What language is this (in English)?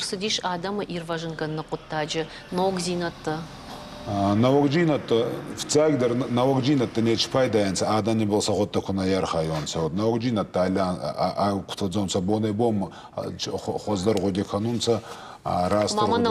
Ossetic